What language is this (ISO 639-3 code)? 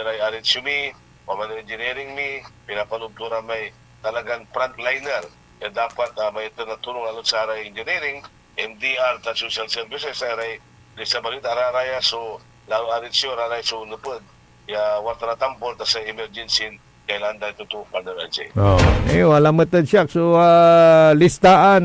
pag